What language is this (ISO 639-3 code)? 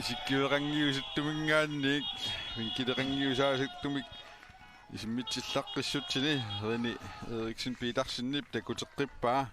kal